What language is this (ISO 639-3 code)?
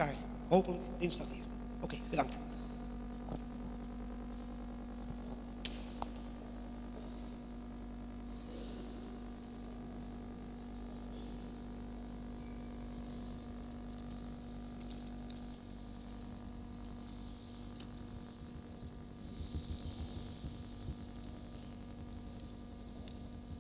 nld